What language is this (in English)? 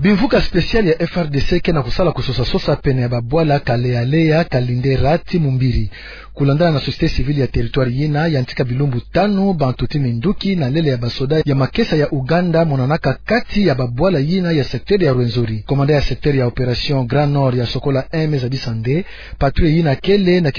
Kituba (Democratic Republic of Congo)